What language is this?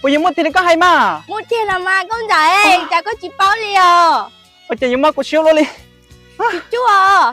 Hmong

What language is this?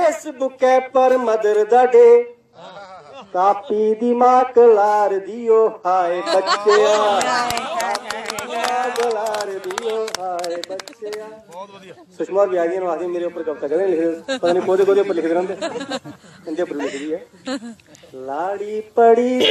Dogri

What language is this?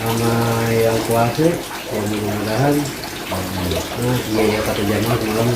Betawi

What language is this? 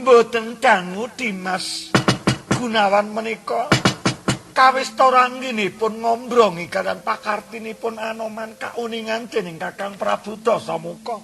Javanese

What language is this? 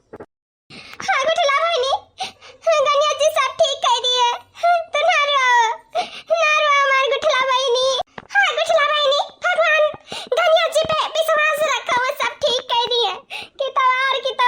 Awadhi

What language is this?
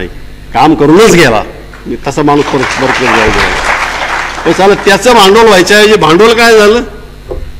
Marathi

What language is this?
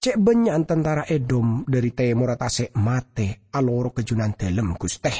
Madurese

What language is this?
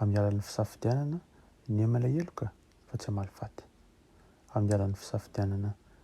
Malagasy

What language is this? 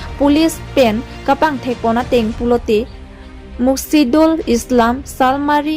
Karbi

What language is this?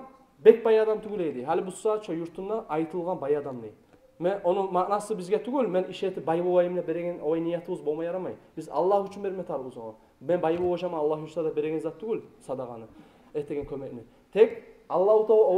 Kumyk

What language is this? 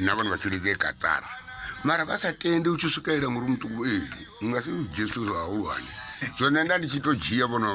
Venda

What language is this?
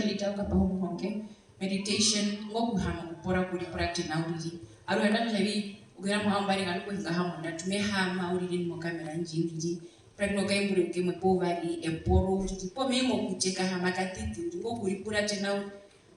Herero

